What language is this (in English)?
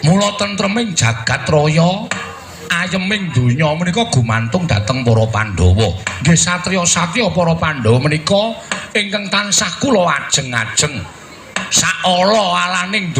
Javanese